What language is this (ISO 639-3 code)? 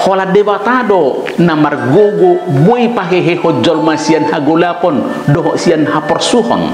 bbc